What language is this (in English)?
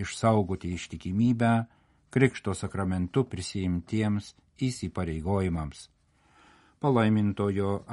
Lithuanian